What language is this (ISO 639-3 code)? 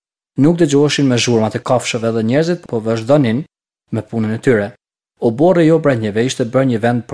sqi